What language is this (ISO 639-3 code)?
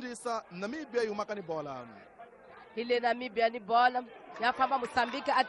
tso